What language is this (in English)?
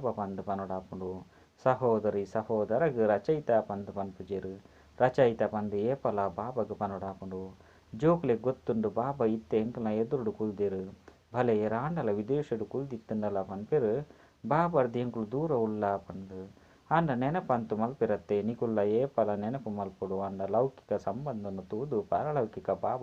Tulu